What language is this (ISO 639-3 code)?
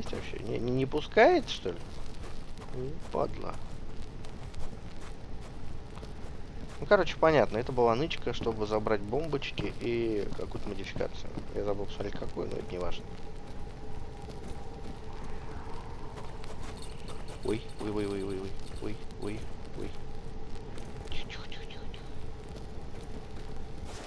rus